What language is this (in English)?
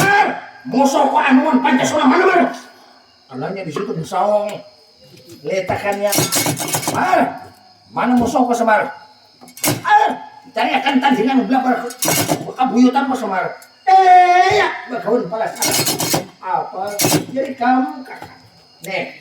Banjar